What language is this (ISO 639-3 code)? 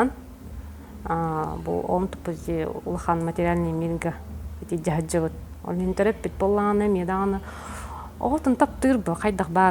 sah